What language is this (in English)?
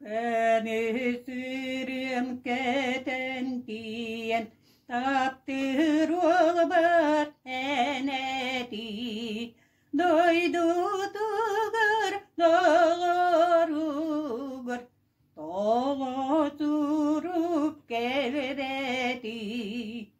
Yakut